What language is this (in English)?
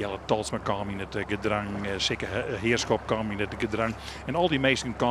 Western Frisian